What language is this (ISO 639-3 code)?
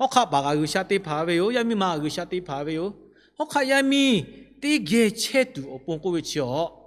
lhu